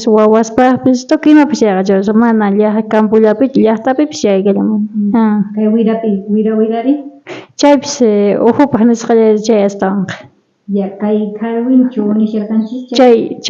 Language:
South Bolivian Quechua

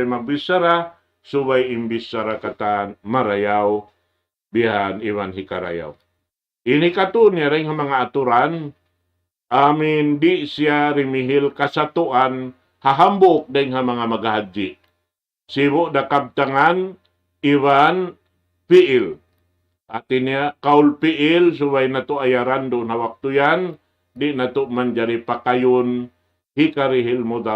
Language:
Tausug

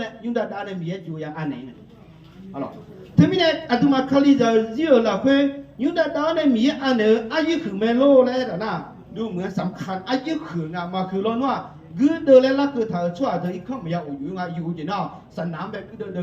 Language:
Akha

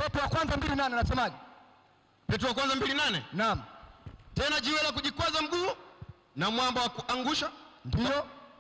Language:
Swahili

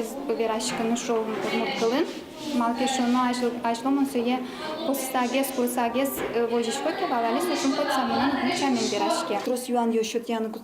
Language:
Udmurt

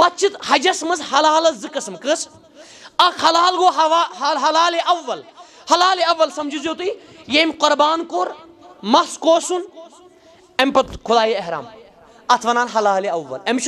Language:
Kashmiri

